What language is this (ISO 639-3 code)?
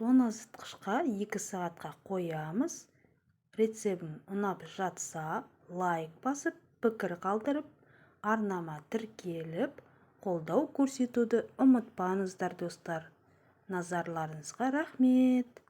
kaz